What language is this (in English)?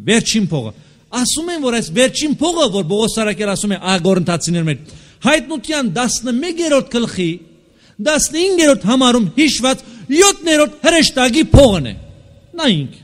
Armenian